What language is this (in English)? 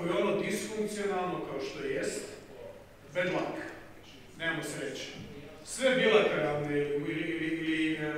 Croatian